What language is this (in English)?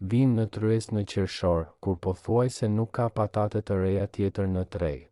Albanian